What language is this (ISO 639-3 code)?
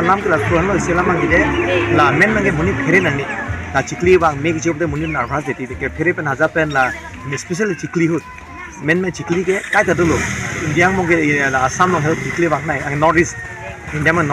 mjw